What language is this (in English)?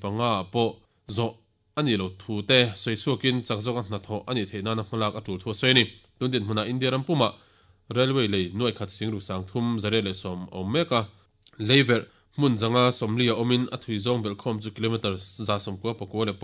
Mizo